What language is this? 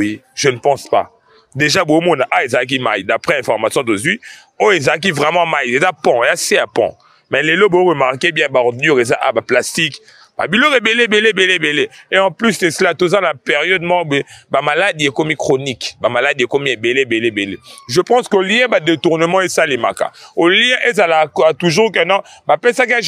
Lingala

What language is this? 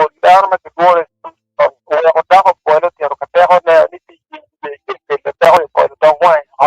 Acoli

